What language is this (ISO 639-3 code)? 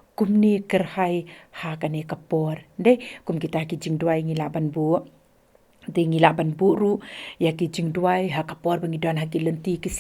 kha